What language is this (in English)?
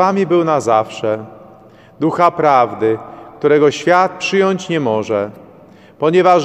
Polish